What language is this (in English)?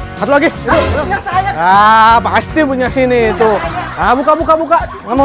Betawi